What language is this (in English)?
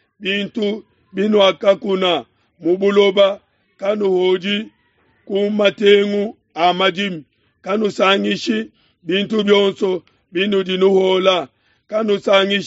Luba-Lulua